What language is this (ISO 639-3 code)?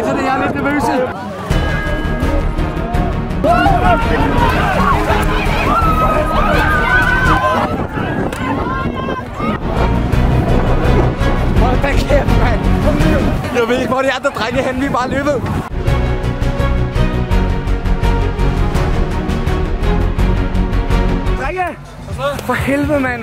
dan